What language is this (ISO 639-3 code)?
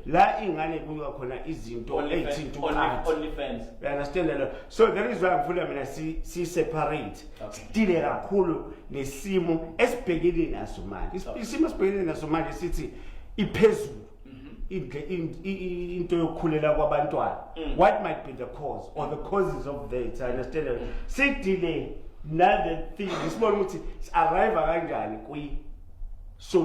zul